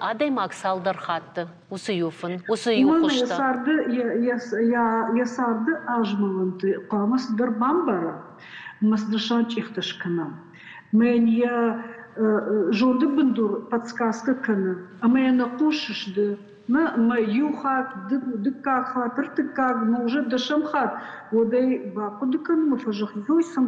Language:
Ossetic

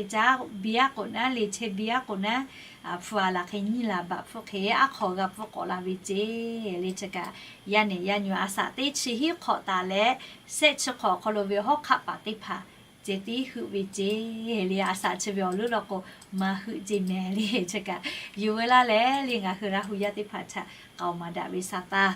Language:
Lahu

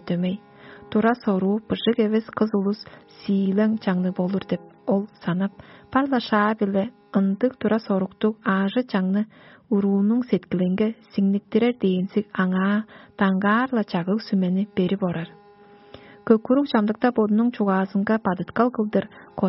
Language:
Tuvinian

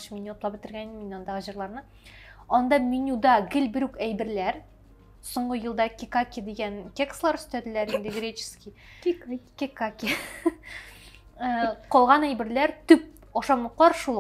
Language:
Tatar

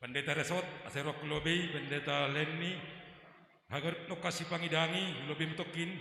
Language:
Batak Simalungun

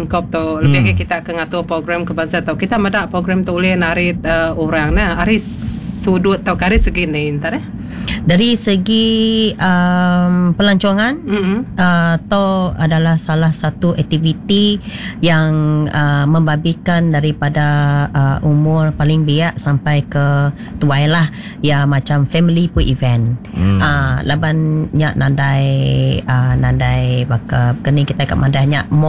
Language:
Iban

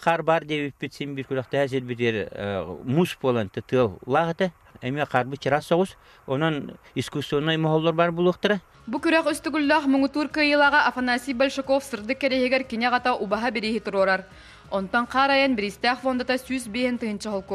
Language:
Yakut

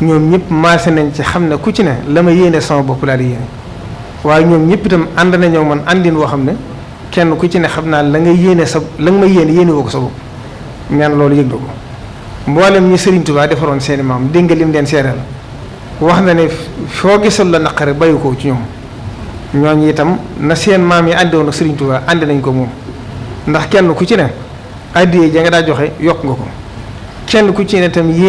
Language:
Wolof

